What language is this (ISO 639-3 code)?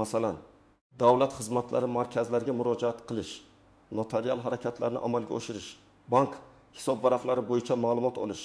uzb